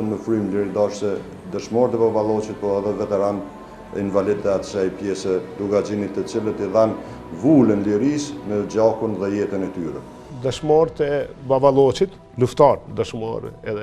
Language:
Albanian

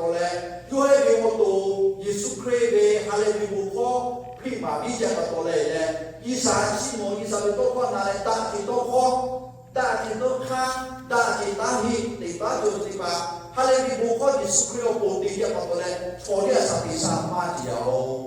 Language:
Lahu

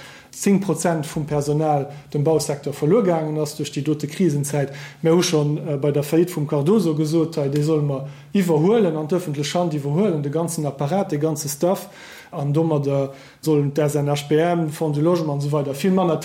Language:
Luxembourgish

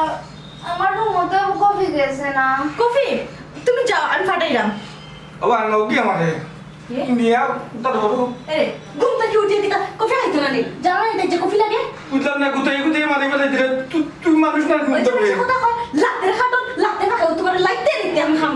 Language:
Sylheti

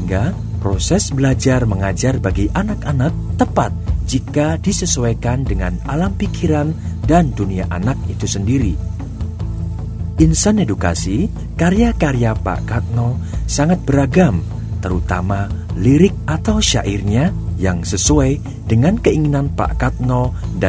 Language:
Indonesian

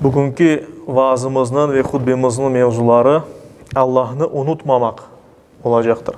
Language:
Crimean Tatar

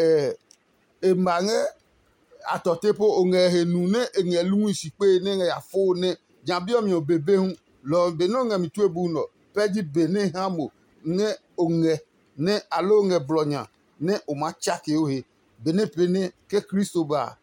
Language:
Adangme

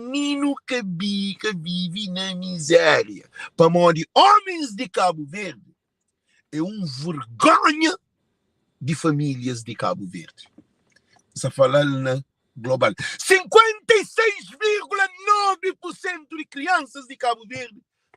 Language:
Kabuverdianu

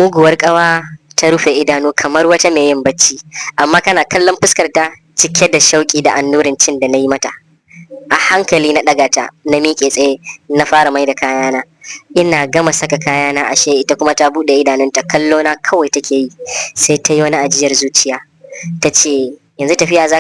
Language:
Hausa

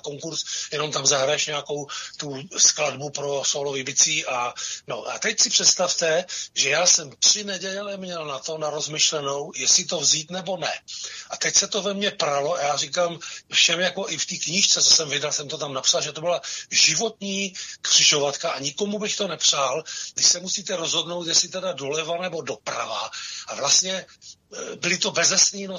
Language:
Czech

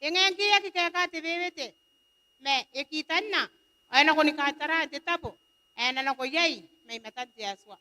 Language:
Gilbertese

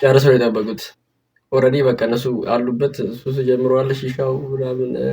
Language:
Amharic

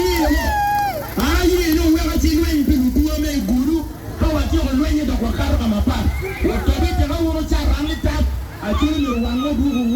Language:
Acoli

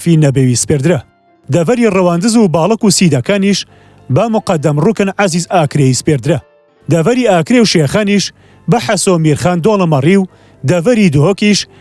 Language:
Central Kurdish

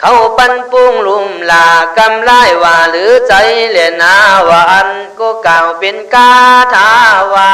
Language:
Khün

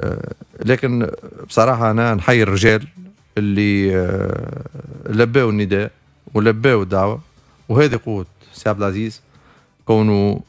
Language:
Tunisian Arabic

